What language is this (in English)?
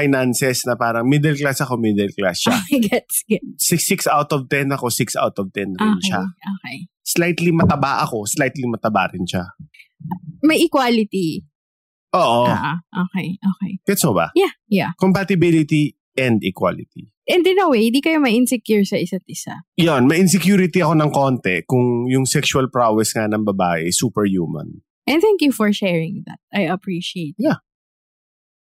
Filipino